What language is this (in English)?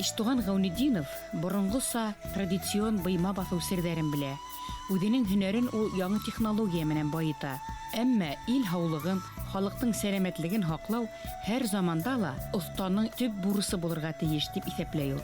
Bashkir